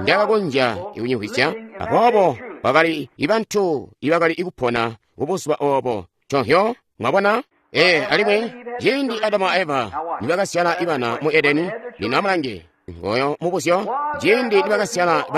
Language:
Tonga (Zambia)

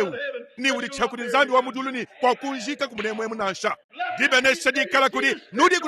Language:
Luba-Lulua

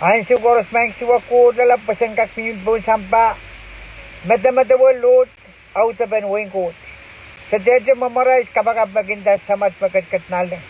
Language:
Pohnpeian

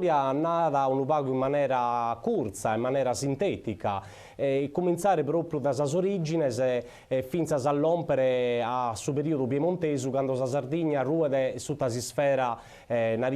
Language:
Sardinian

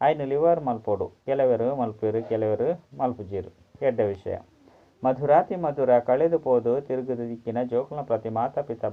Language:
Tulu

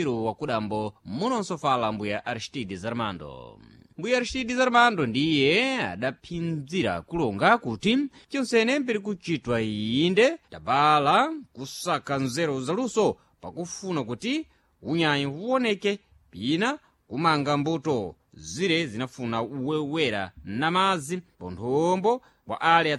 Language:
Sena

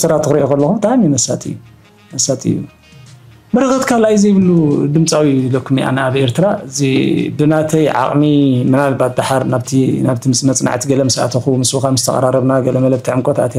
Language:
Tigrinya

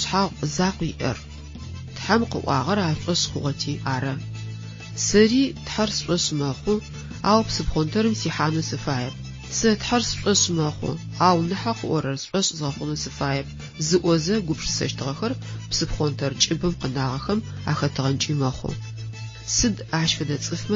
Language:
Adyghe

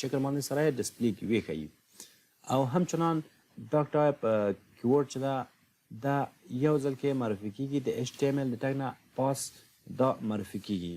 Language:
Pashto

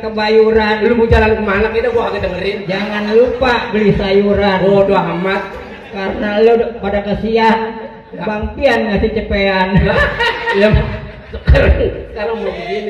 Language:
Betawi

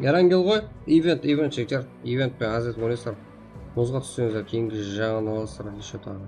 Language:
Kara-Kalpak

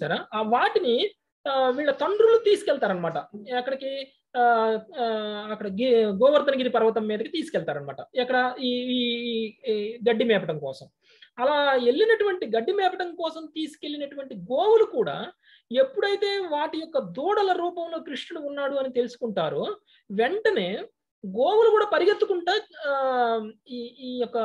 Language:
Telugu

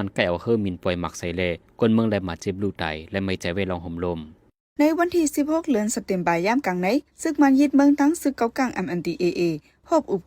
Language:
Shan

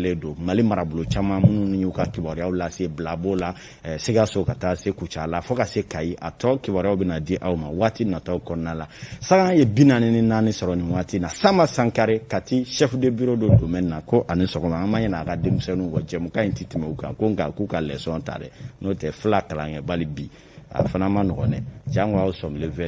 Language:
Bambara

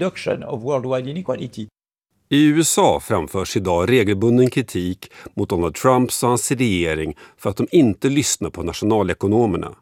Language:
Swedish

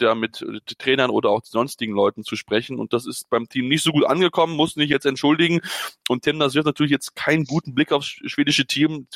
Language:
German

